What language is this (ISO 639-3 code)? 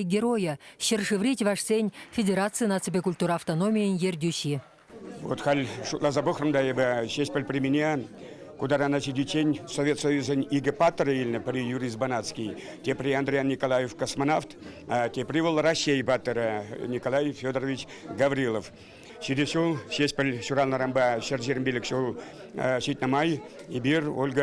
chv